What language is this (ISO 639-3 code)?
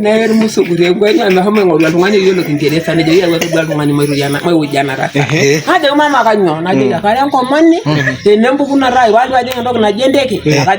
mas